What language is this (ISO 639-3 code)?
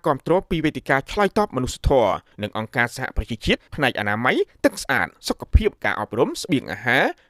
khm